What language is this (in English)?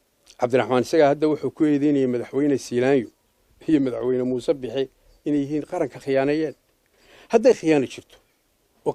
Somali